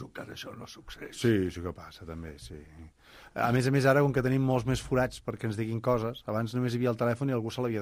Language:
Catalan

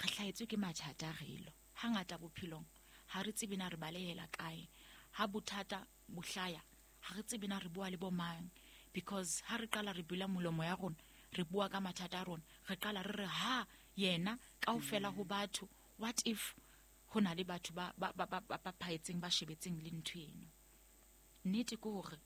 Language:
Southern Sotho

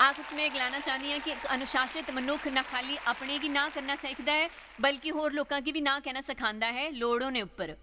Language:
Dogri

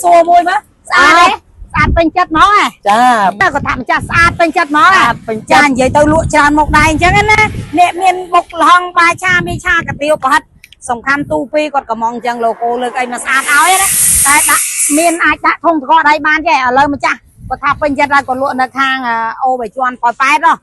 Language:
Khmer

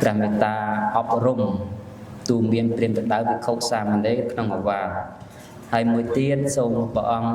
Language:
Khmer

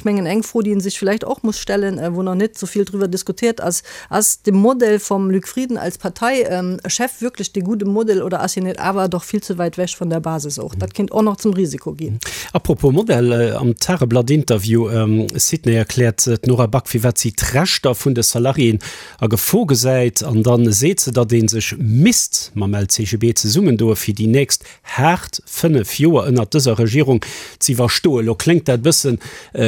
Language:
Luxembourgish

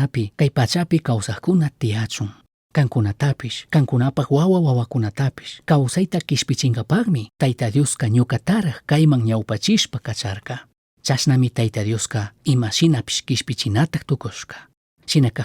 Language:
Chimborazo Highland Quichua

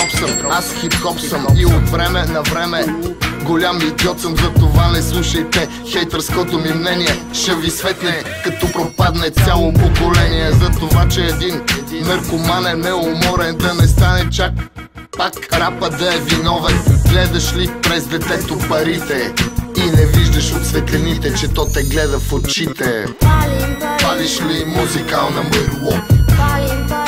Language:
Bulgarian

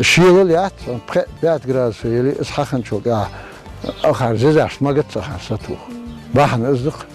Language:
Ingush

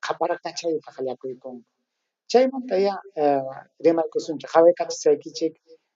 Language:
Ayacucho Quechua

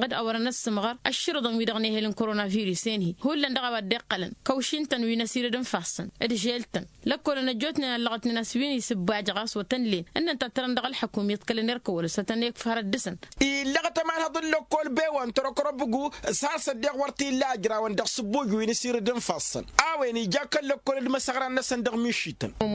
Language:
Tamasheq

